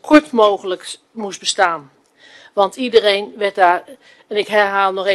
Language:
Dutch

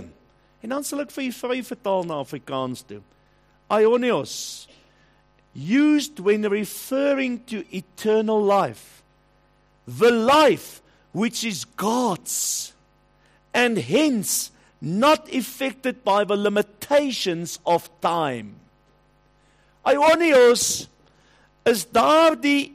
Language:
Afrikaans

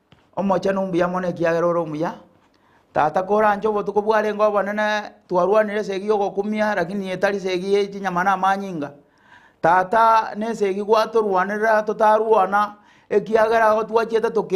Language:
Gusii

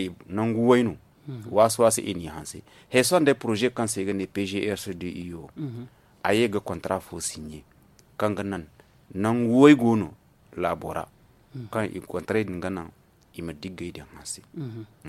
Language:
Zarma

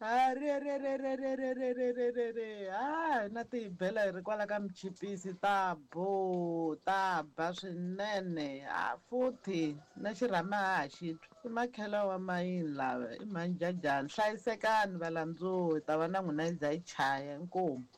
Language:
Tsonga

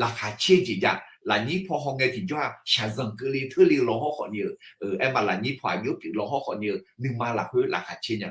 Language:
Akha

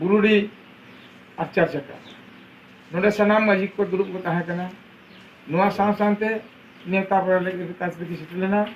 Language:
Santali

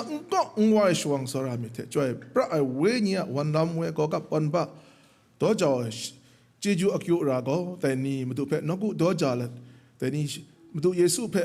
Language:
Kachin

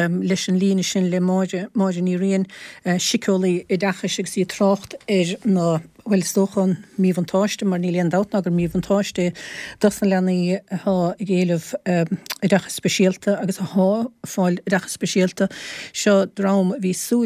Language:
Irish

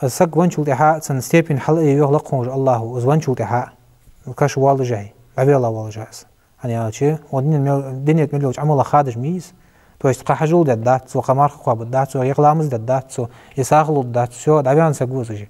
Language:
Ingush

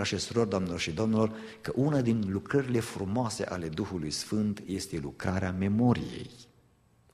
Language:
Romanian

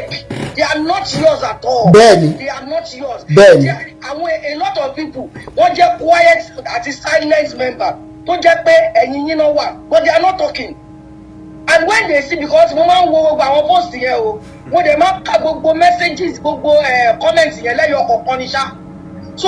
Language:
Yoruba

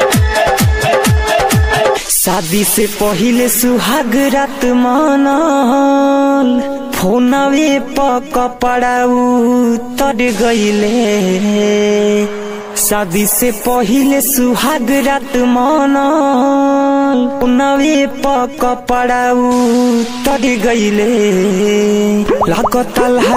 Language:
Bhojpuri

